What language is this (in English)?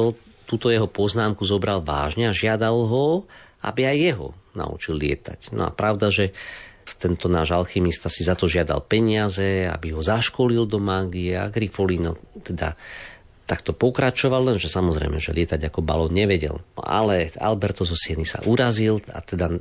Slovak